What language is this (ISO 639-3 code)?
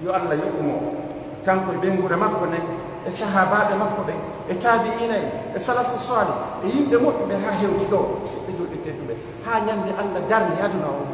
fuf